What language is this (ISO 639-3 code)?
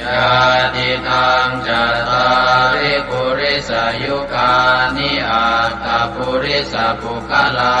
pli